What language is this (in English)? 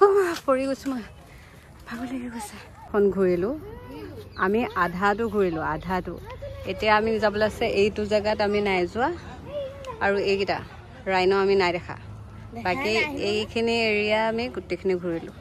Assamese